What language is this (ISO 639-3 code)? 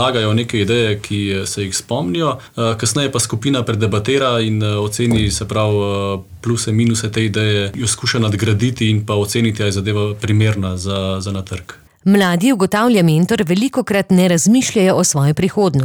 slv